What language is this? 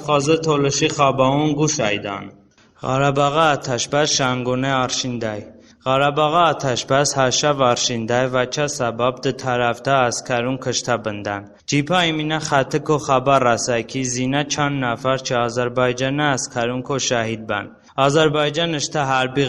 Talysh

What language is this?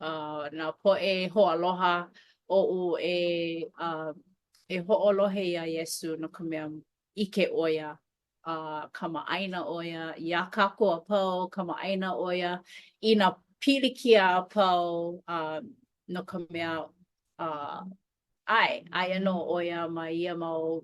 Hawaiian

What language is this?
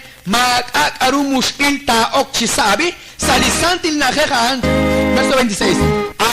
Kekchí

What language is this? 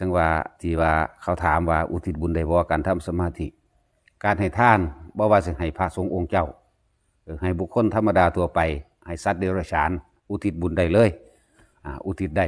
Northeastern Thai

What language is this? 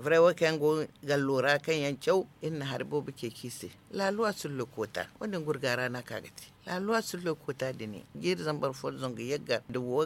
Zarma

